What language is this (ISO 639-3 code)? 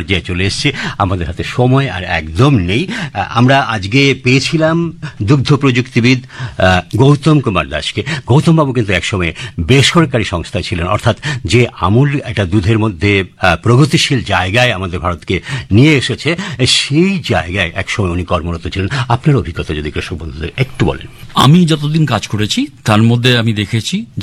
ben